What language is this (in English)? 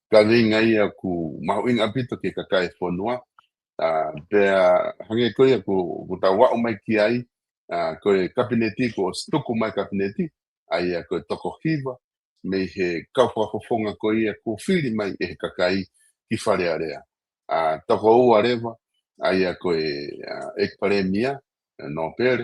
Tongan